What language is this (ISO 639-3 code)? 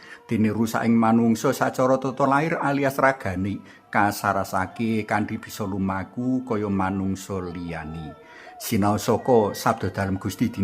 jav